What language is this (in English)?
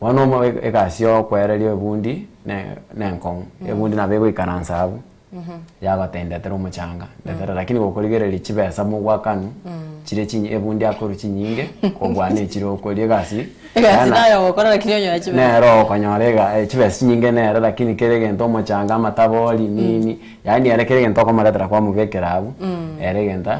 Gusii